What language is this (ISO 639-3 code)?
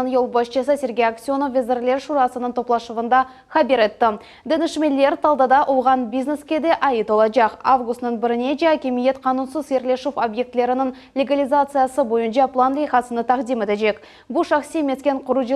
crh